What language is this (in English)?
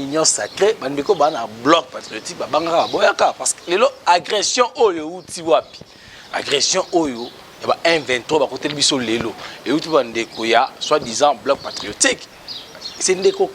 Lingala